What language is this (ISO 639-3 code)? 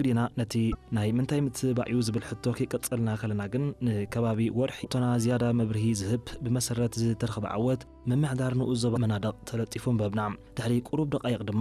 tir